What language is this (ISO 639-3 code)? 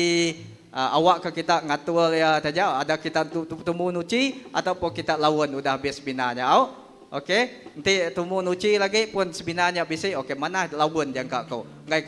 iba